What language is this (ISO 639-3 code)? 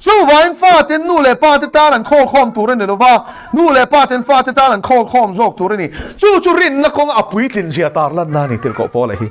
lus